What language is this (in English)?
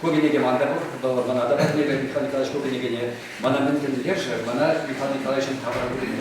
Chuvash